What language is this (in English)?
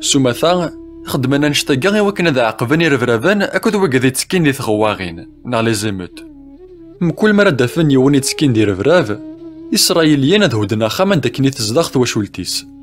Kabyle